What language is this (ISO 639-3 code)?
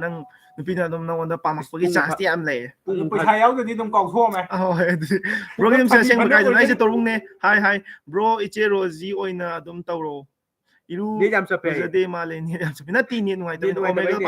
mni